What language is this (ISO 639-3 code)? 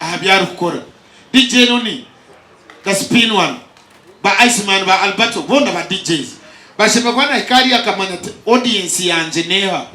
nyn